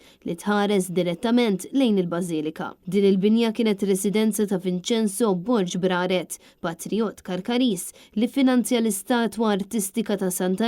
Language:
Maltese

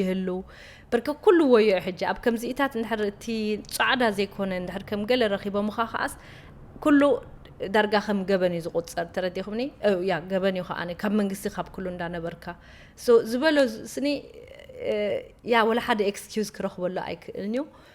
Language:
Tigrinya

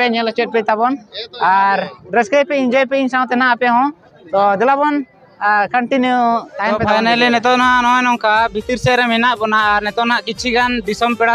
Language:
Santali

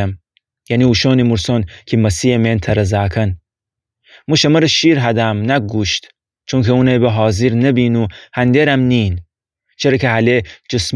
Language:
Gilaki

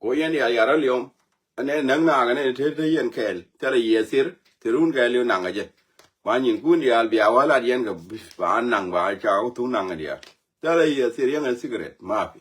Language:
Nuer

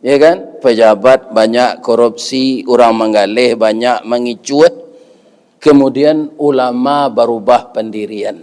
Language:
Minangkabau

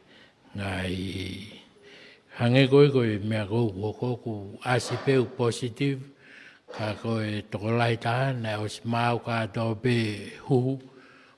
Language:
Tongan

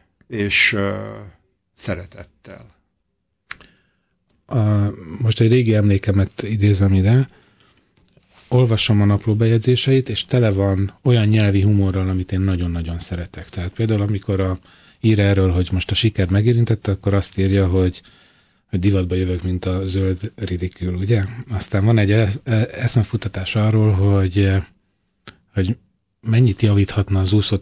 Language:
Hungarian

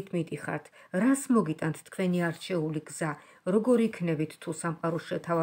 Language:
Georgian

